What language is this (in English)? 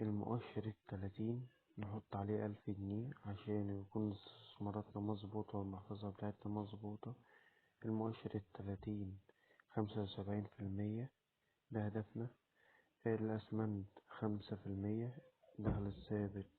Egyptian Arabic